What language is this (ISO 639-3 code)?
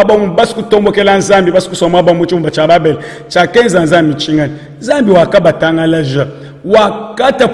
lua